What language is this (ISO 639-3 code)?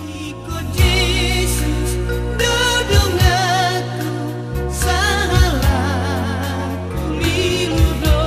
bbc